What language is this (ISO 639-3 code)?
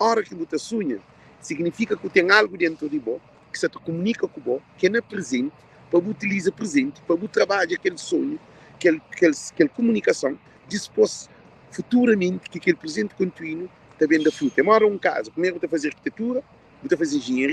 kea